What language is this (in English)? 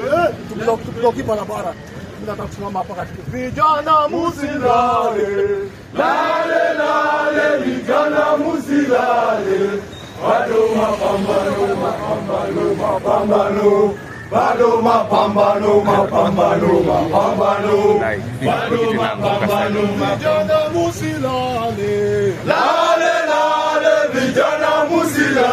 Swahili